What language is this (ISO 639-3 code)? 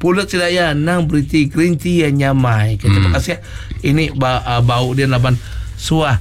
iba